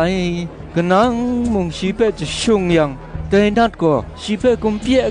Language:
Kachin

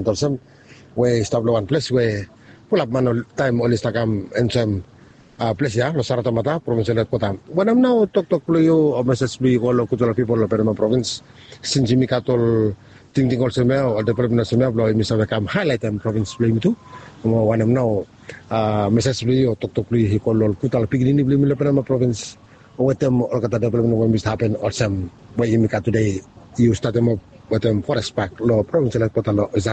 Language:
Bislama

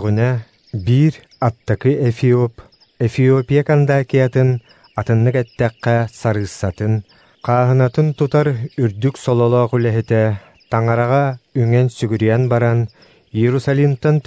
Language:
Yakut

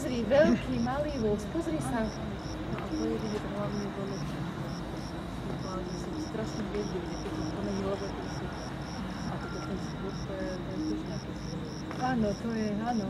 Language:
Slovak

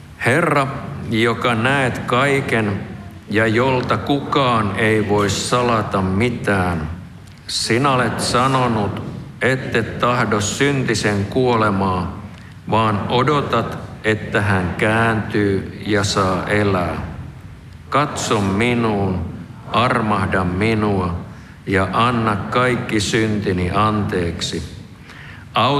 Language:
Finnish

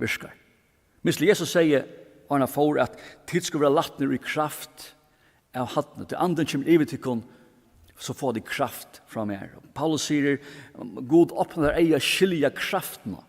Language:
Faroese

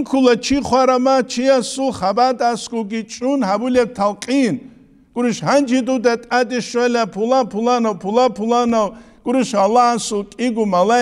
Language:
Avaric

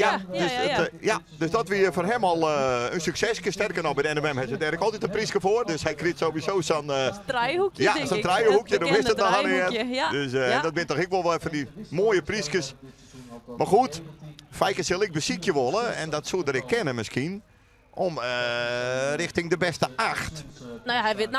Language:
Western Frisian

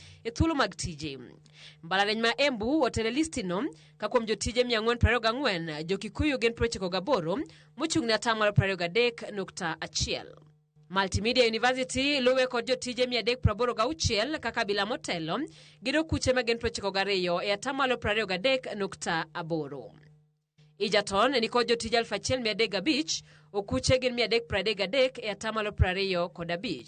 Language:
Luo (Kenya and Tanzania)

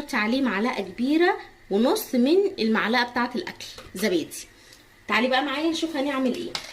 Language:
Egyptian Arabic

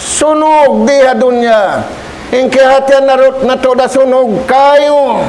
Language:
Tausug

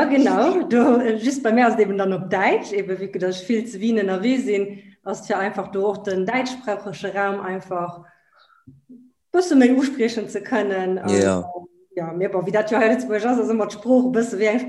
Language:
Luxembourgish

